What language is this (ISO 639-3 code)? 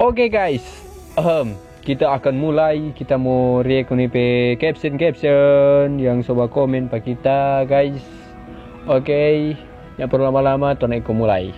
xmm